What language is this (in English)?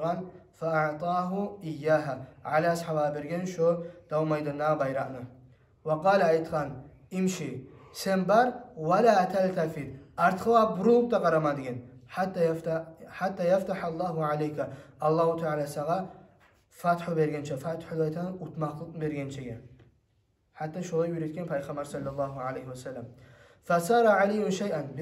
Kumyk